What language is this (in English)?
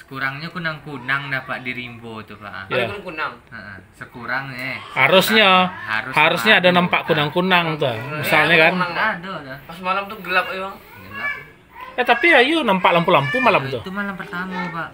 Minangkabau